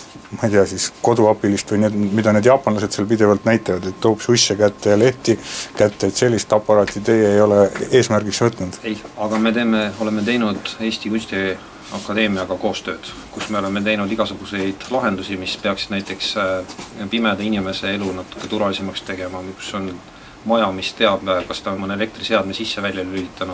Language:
Estonian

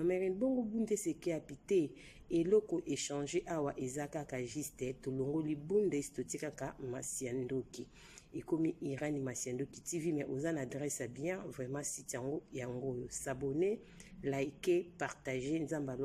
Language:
Lingala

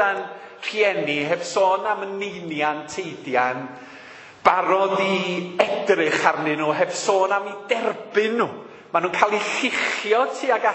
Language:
Welsh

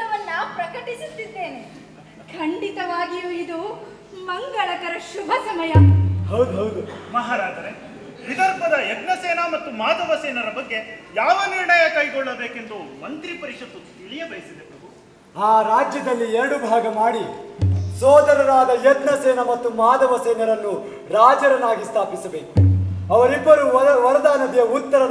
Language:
Kannada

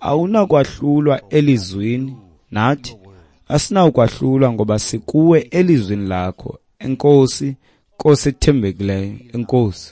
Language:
Xhosa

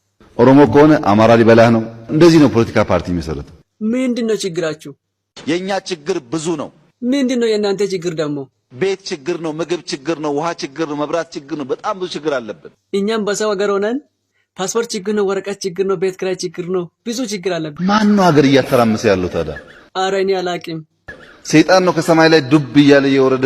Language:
Amharic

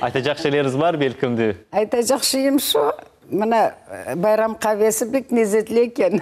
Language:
Crimean Tatar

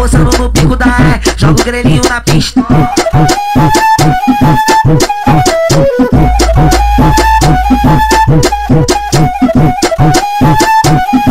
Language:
Portuguese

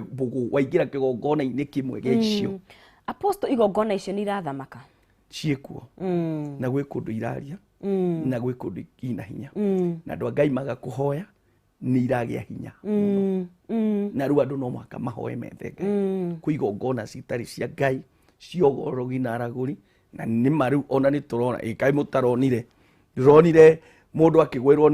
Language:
Kikuyu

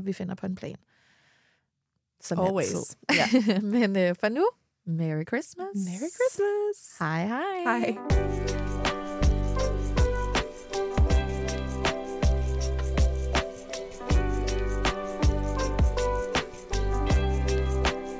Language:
Danish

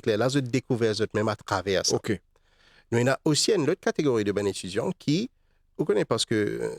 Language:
Morisyen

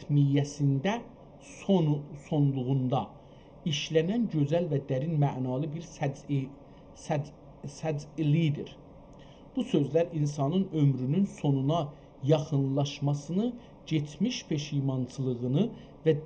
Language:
South Azerbaijani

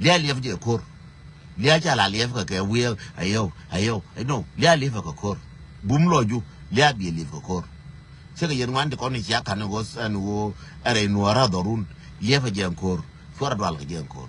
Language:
Nuer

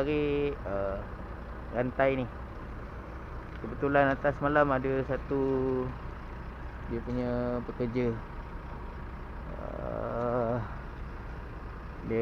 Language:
Malay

